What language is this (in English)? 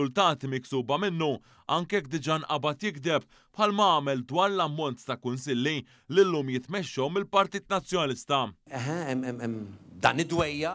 Maltese